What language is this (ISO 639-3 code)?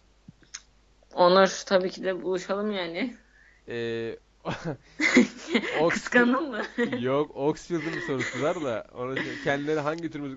tur